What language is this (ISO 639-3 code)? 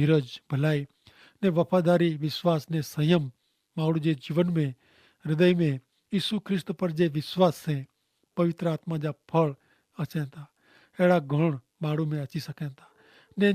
kfr